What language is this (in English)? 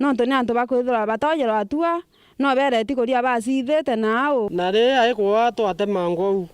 Meru